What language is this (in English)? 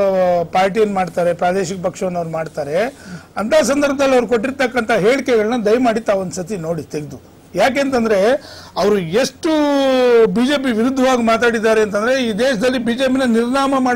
Kannada